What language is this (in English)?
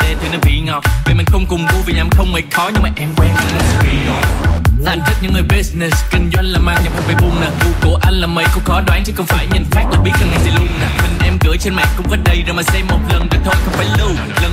Vietnamese